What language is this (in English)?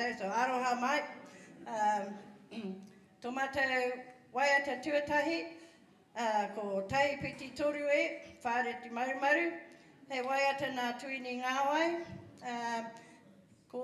Māori